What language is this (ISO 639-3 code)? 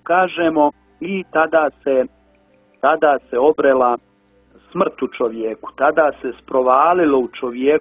hrv